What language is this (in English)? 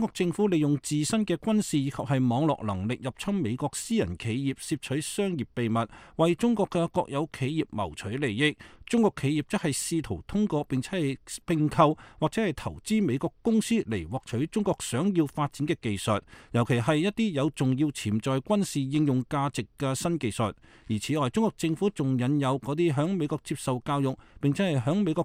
Cantonese